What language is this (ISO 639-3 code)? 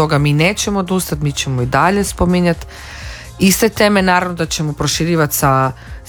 hrv